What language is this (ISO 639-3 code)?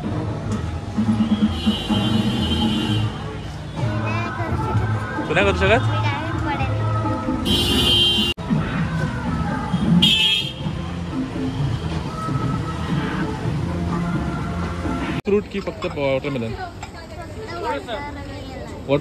mar